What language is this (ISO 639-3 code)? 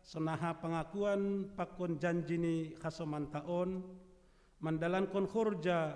bts